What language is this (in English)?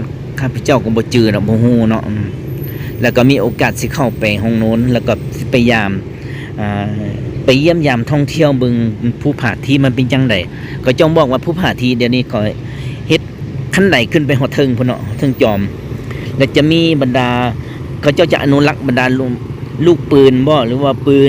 Lao